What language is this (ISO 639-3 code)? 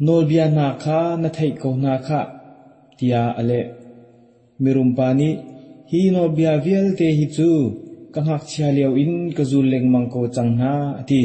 cnh